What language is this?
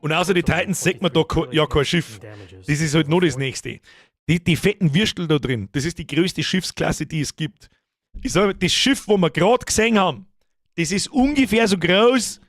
Bavarian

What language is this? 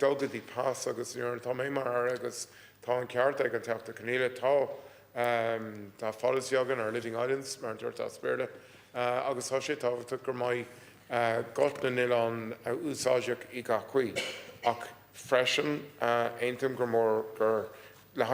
Irish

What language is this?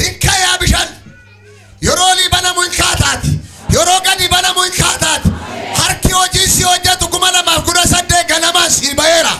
Oromo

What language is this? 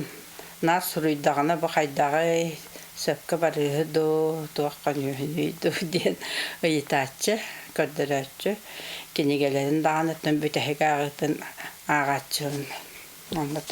Yakut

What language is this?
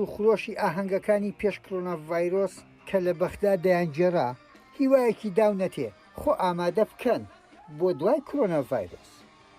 Central Kurdish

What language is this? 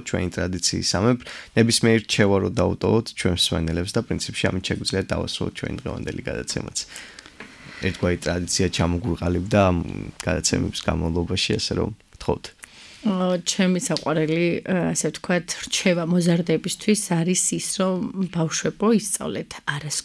Georgian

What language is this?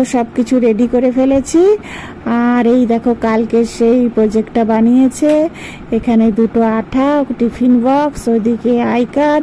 Bangla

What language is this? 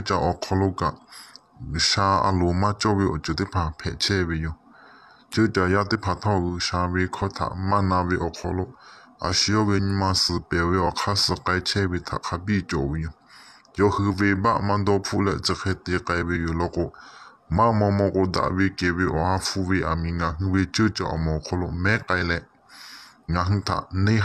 Lahu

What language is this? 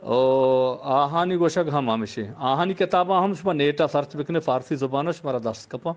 Eastern Balochi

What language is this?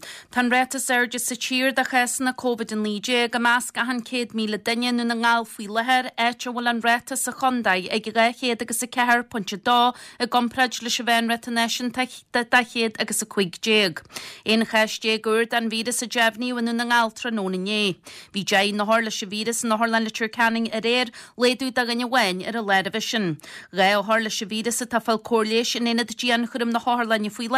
Irish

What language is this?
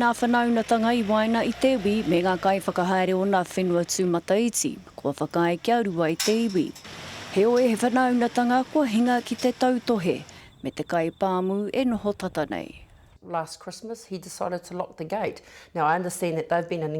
Māori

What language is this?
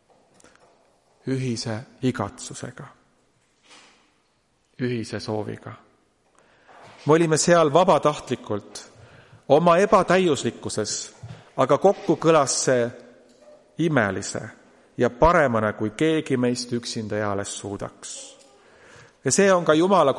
Estonian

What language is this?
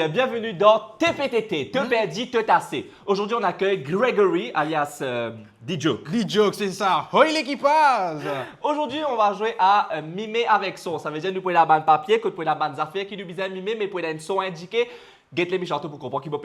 Morisyen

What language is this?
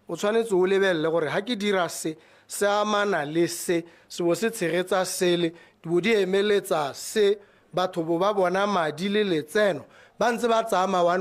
Tswana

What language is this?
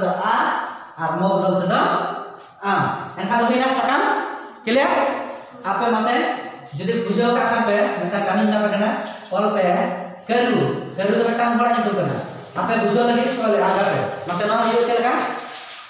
Santali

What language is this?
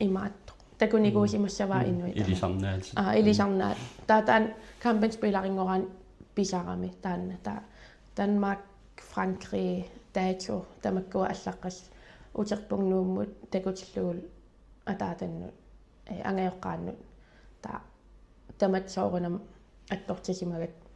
Kalaallisut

